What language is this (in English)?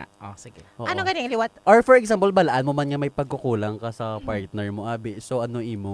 Hiligaynon